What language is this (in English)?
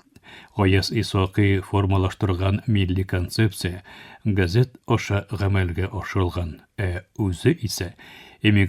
Tatar